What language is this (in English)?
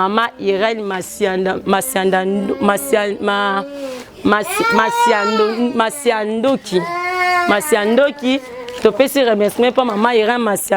Lingala